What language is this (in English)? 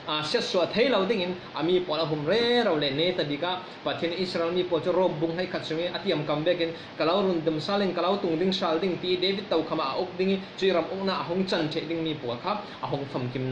Falam Chin